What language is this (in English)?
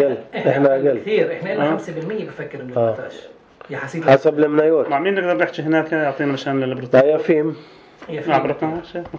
North Levantine Arabic